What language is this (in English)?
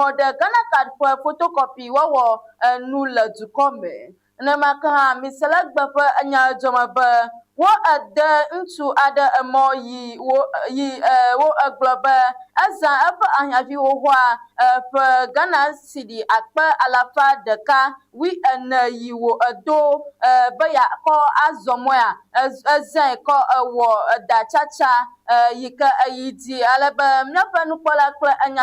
Ewe